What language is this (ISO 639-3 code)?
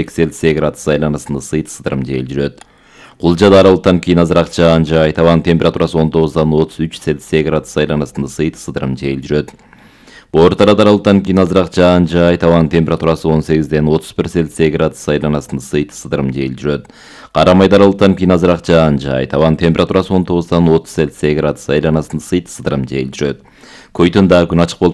kir